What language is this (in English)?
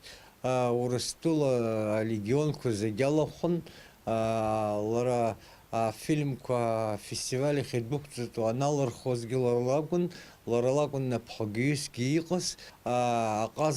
Abkhazian